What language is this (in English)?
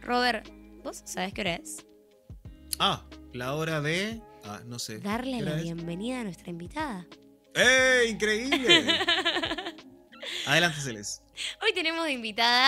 Spanish